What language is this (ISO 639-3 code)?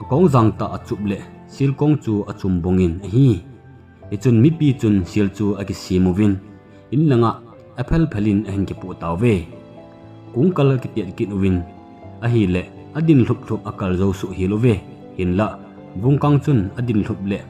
tcz